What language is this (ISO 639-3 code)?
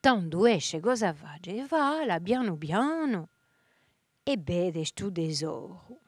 cos